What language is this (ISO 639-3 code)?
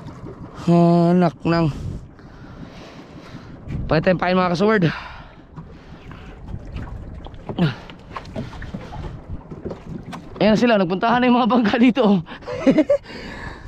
fil